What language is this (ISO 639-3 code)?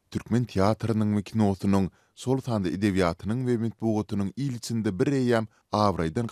tuk